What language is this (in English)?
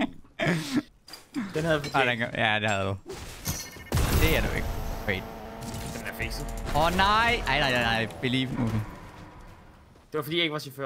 Danish